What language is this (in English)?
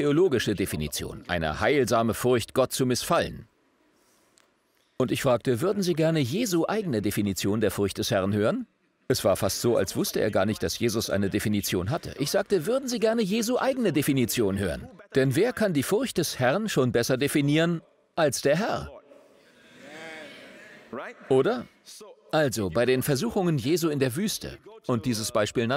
German